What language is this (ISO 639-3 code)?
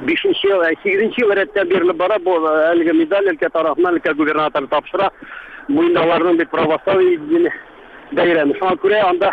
tat